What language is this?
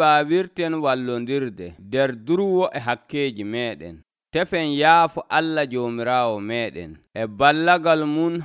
Nigerian Fulfulde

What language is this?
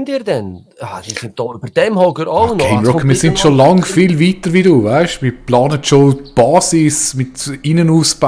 Swiss German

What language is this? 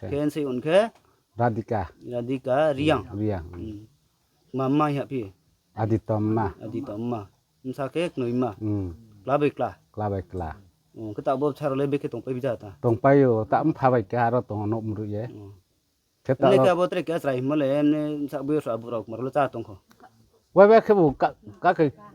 Riang (India)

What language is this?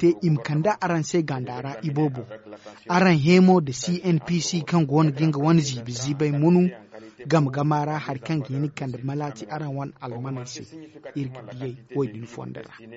Zarma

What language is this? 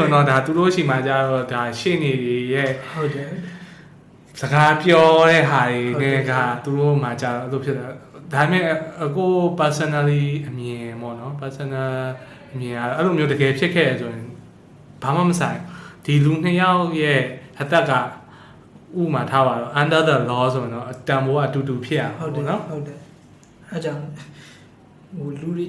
Burmese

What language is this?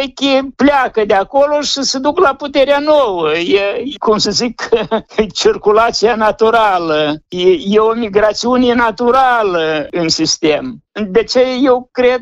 Romanian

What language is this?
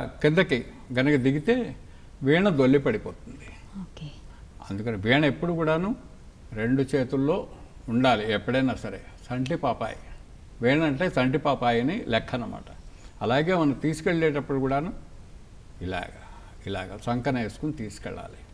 Telugu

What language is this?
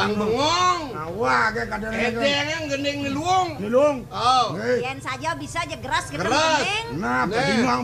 Balinese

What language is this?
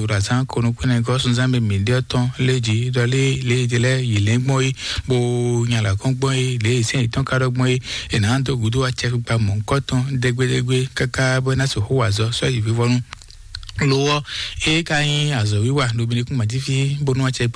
Fon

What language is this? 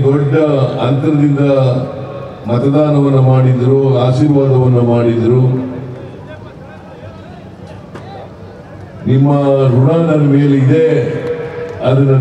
Kannada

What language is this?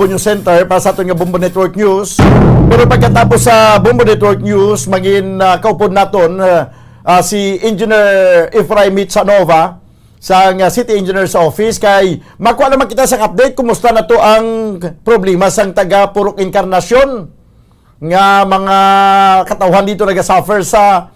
Hiligaynon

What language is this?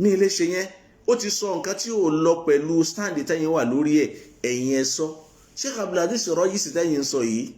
Yoruba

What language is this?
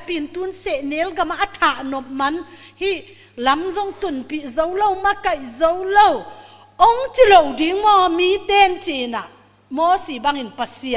Tedim Chin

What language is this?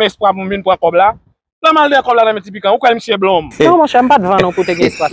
Haitian Creole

